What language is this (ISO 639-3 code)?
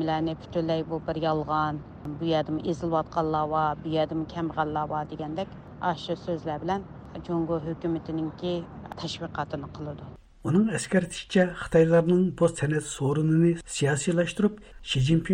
uig